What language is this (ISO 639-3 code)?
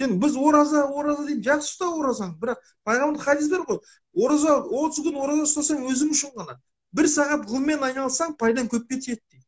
kaz